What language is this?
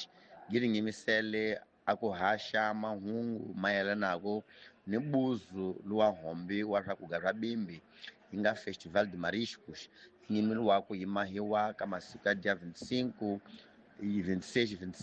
Tsonga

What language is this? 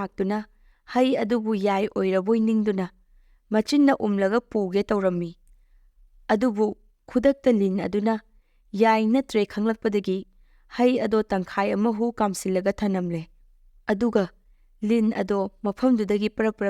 Manipuri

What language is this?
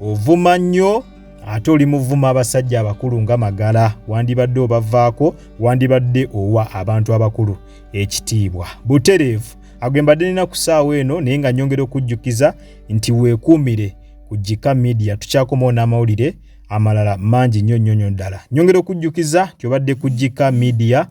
Ganda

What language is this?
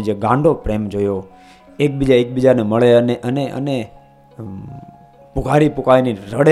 Gujarati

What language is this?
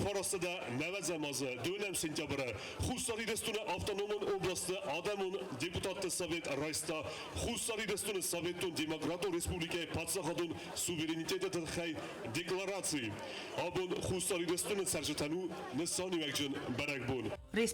Ossetic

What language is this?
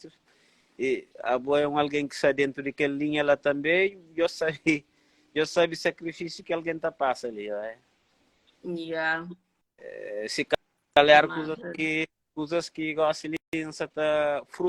Kabuverdianu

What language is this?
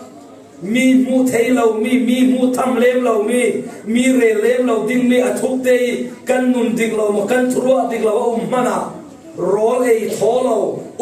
Falam Chin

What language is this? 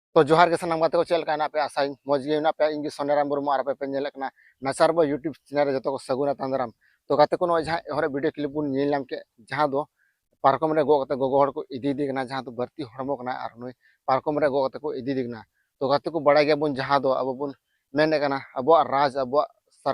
Santali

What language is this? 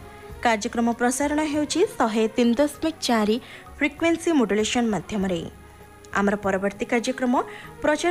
Odia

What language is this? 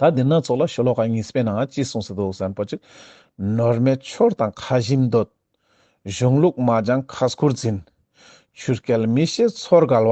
Ladakhi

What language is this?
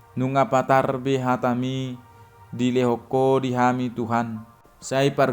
Batak Toba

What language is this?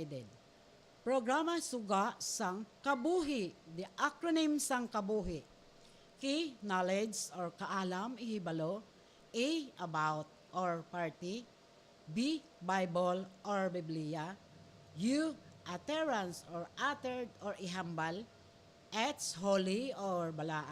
Hiligaynon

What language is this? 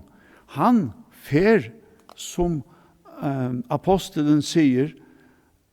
Faroese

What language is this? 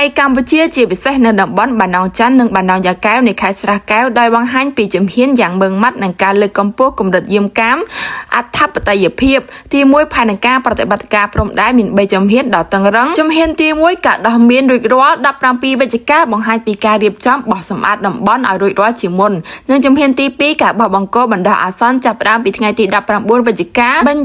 Khmer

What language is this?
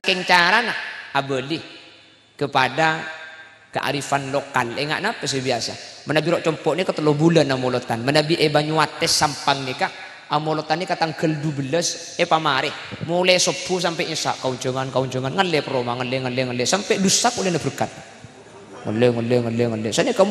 Madurese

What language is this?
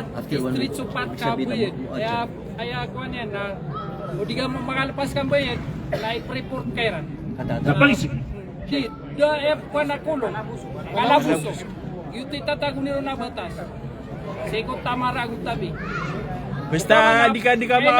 Maranao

